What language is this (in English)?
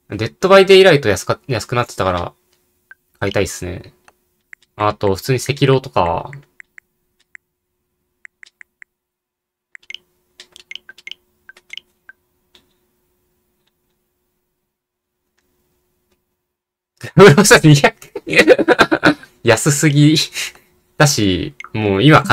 Japanese